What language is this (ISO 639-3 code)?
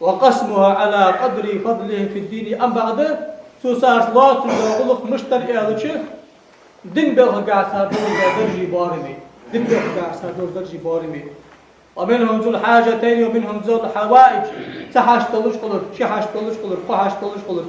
inh